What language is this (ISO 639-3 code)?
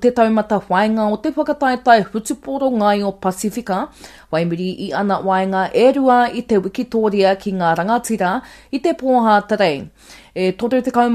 mri